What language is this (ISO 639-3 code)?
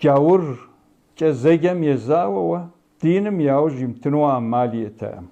kbd